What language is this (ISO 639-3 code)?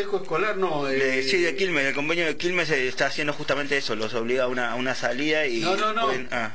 spa